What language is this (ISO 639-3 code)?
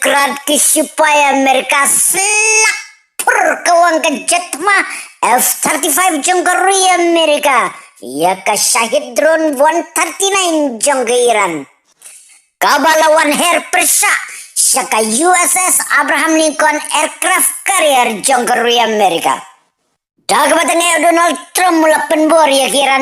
kha